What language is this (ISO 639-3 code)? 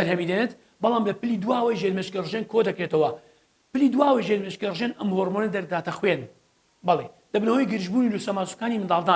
ckb